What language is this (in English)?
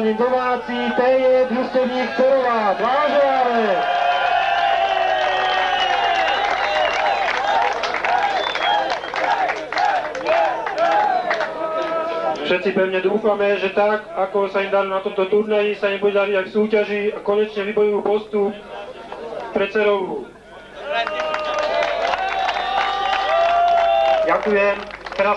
Slovak